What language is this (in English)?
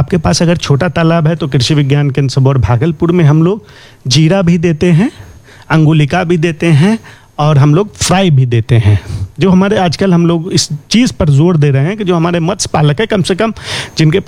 Hindi